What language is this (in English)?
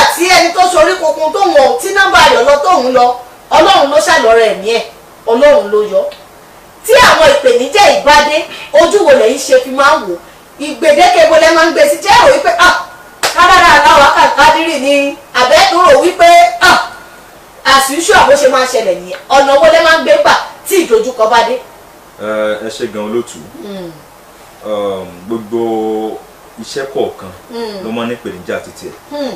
Yoruba